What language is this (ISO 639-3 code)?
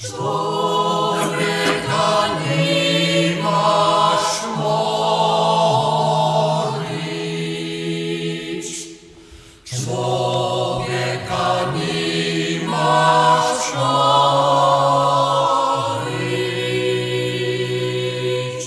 hsb